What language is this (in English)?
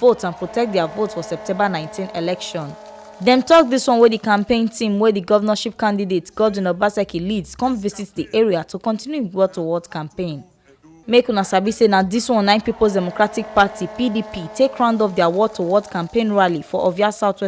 Nigerian Pidgin